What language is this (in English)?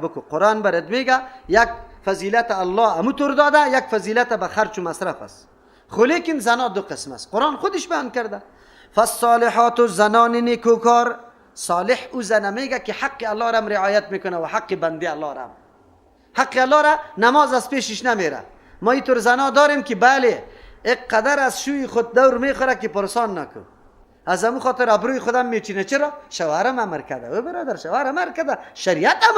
Persian